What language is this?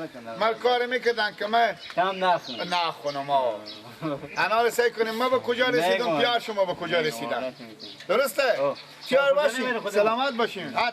Persian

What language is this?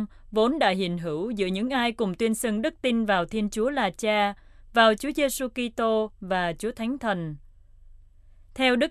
Vietnamese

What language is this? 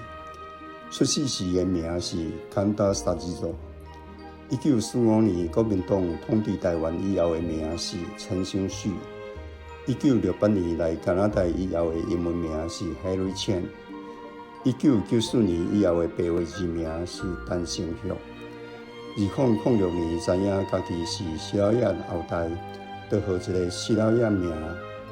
Min Nan Chinese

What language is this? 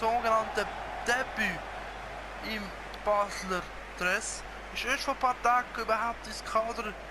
Swiss German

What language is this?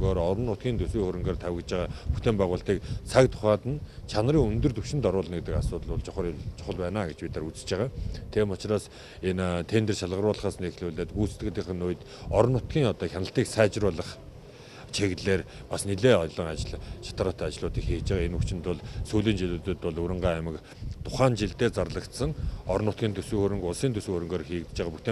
Mongolian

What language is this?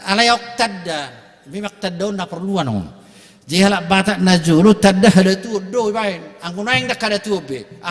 Batak Toba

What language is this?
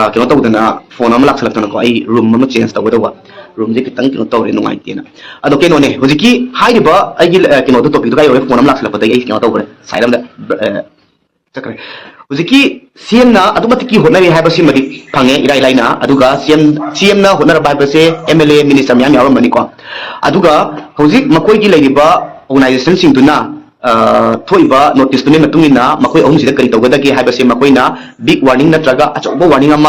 Manipuri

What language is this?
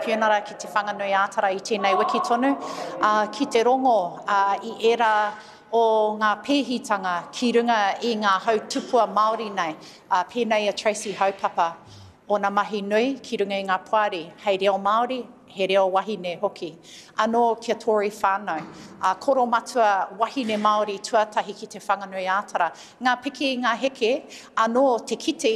Māori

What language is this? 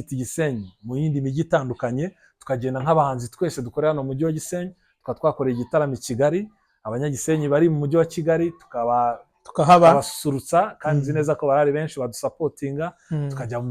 Kinyarwanda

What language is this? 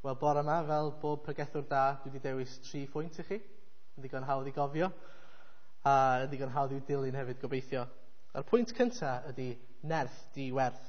Welsh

